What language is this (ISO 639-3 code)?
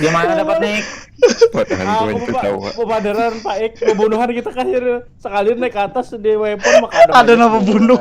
bjn